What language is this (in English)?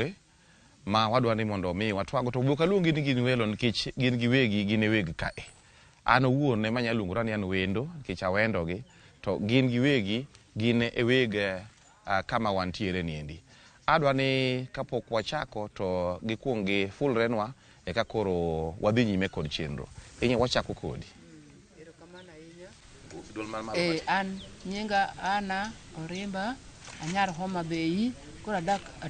Luo (Kenya and Tanzania)